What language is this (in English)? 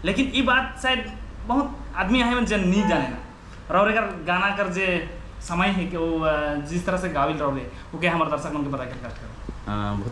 Sadri